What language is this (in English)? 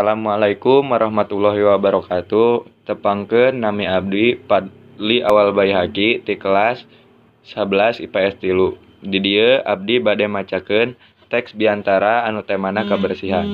Sundanese